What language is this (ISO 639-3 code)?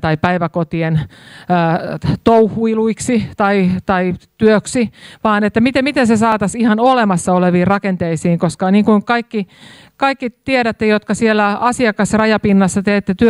fin